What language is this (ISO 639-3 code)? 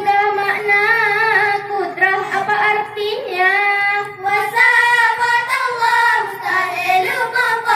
ace